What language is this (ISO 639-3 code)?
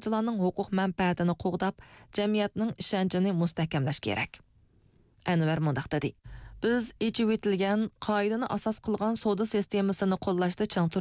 uig